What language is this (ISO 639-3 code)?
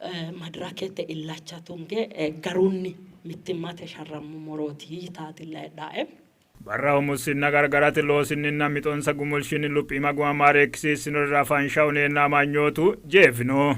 sid